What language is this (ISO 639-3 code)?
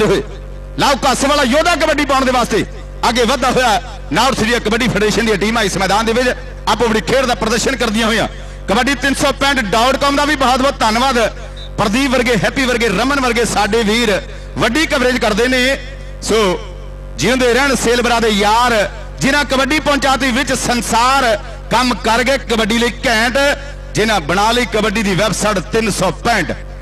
pan